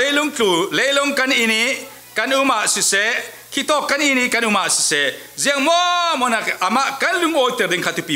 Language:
Falam Chin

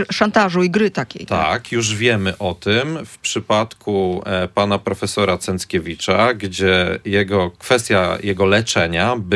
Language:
Polish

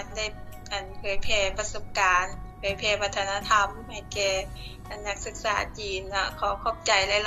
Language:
Lao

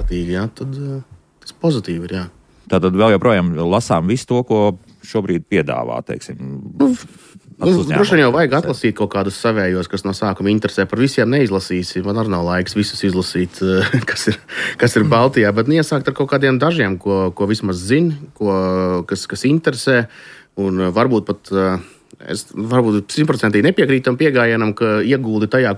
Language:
Latvian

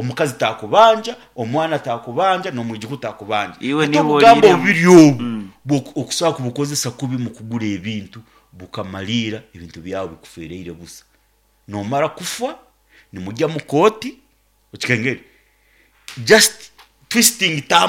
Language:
Nyankole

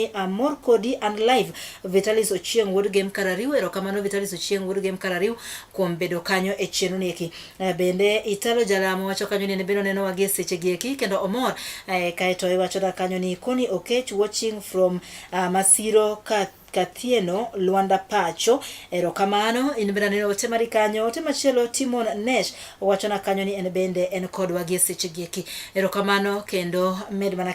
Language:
Luo (Kenya and Tanzania)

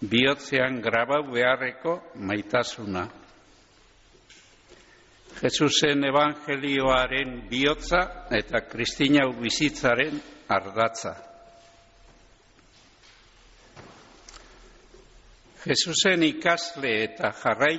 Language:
Basque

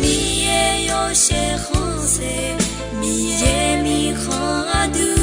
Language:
Akha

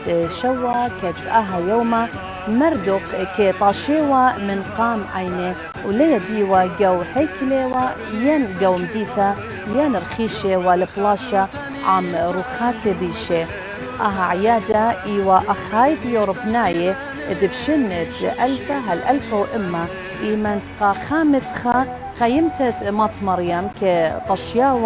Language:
Assyrian Neo-Aramaic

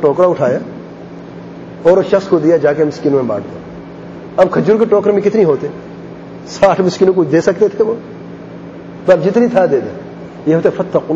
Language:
Urdu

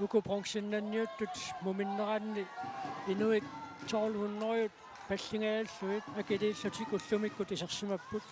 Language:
Kalaallisut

